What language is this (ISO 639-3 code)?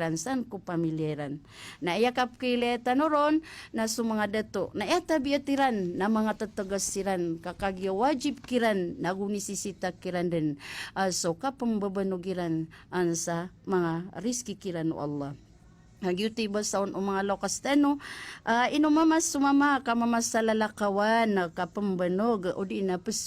mrw